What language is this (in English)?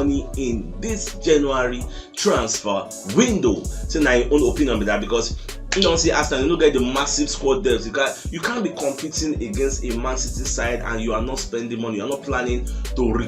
Nigerian Pidgin